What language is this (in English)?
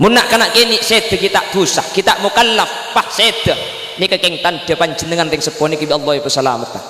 Madurese